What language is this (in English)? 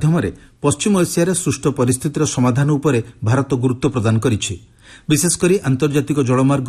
Odia